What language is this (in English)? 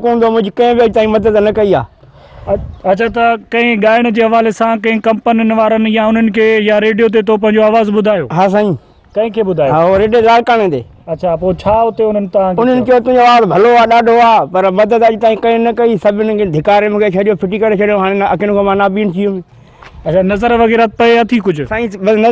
Sindhi